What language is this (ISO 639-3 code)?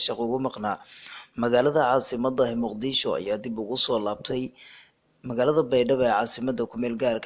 som